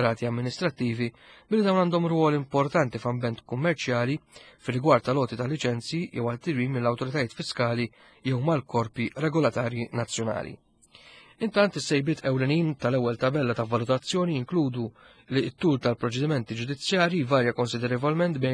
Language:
Maltese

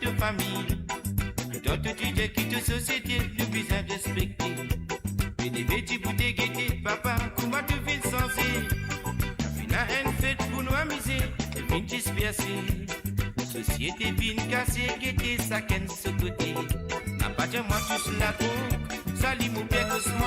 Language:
Morisyen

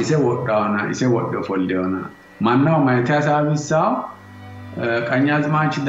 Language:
Sidamo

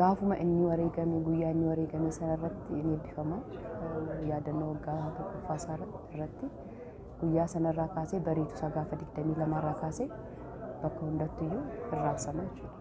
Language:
Oromo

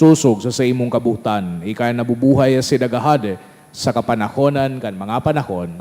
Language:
Bikol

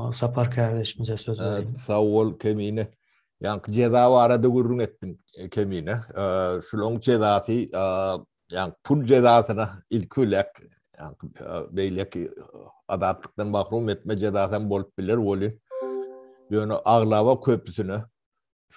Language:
Turkmen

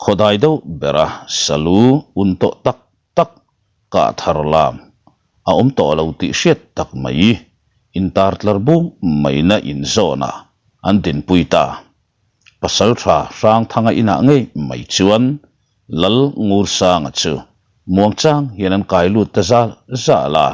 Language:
Mizo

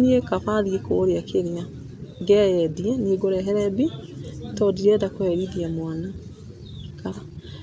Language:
Kikuyu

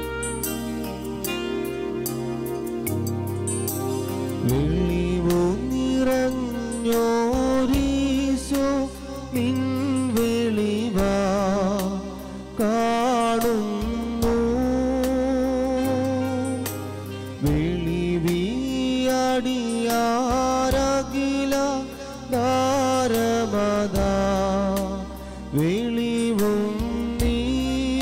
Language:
Malayalam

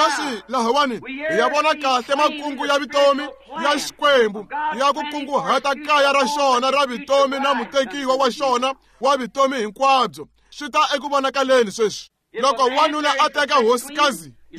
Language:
Tsonga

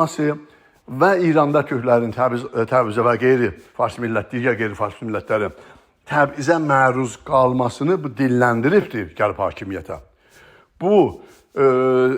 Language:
South Azerbaijani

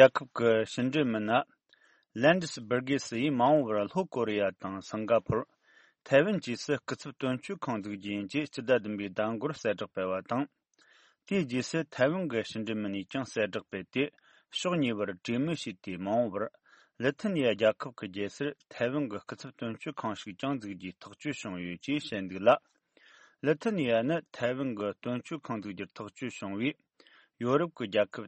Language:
Tibetan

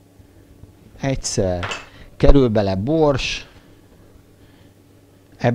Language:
Hungarian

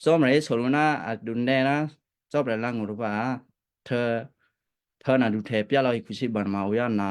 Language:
Western Kayah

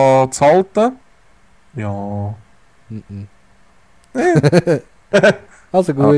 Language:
Swiss German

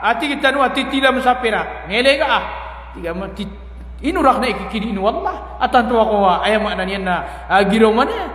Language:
Maranao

